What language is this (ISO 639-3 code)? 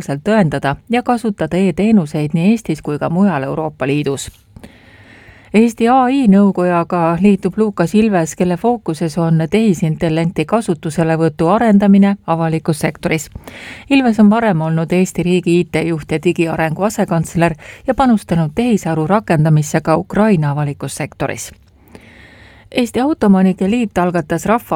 est